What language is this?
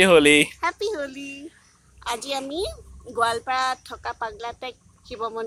Assamese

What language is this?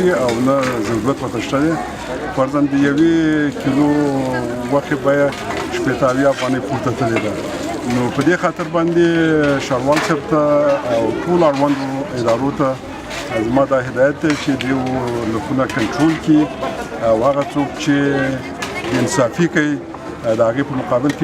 Pashto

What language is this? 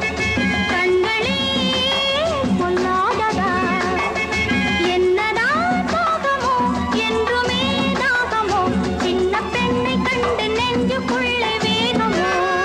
Tamil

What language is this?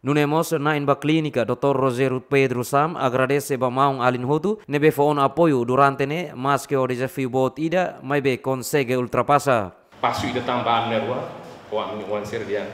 Tetum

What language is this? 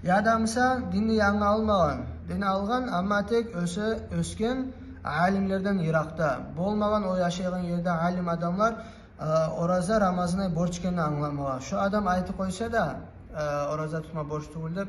Kumyk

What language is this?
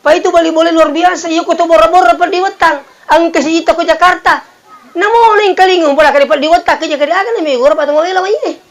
Buginese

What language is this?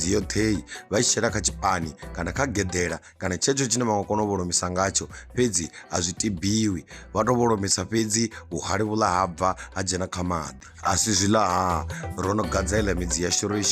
Venda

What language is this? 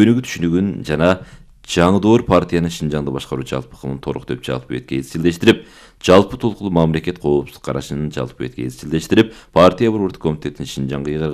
Kyrgyz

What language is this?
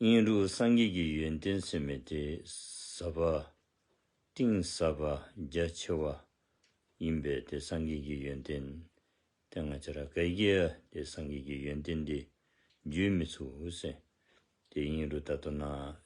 Dzongkha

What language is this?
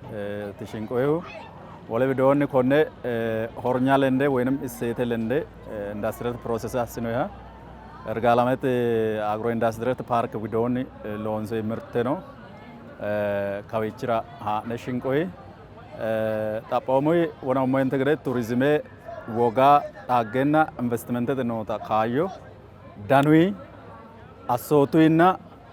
Sidamo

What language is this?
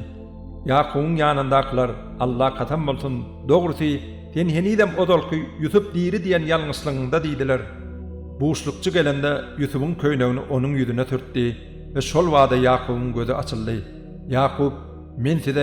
Turkmen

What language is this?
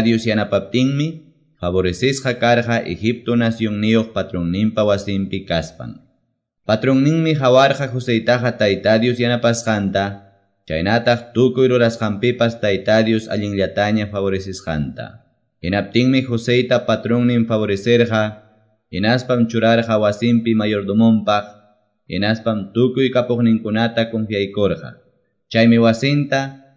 Quechua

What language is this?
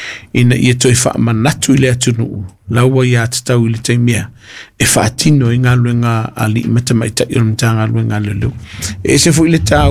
Samoan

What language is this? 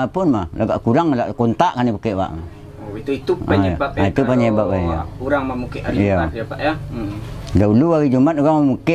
Minangkabau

